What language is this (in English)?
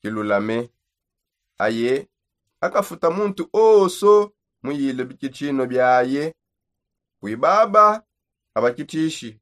Songe